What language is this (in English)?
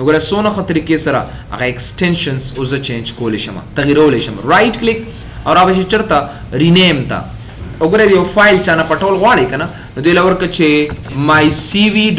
Pashto